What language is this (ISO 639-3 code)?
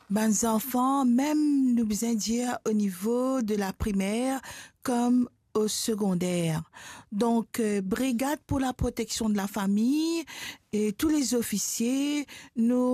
mfe